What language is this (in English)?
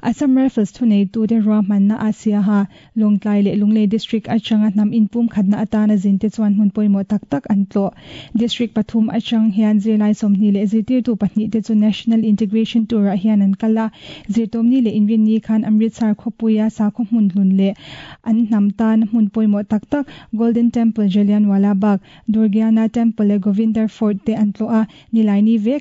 Mizo